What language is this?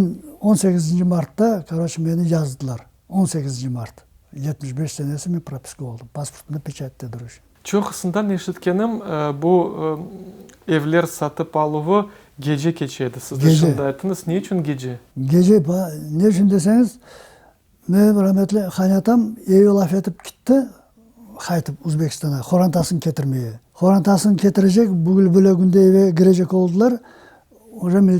Crimean Tatar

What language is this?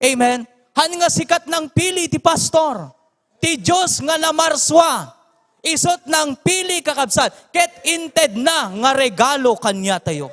Iloko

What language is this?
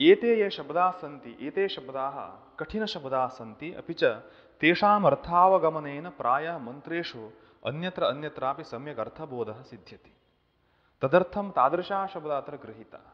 Sanskrit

